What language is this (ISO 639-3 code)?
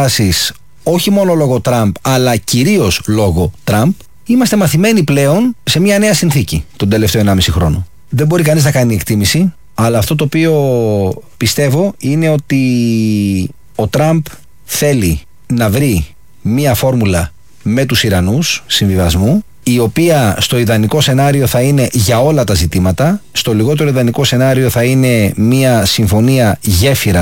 ell